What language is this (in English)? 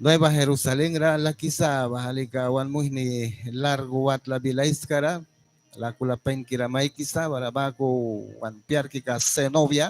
Mískito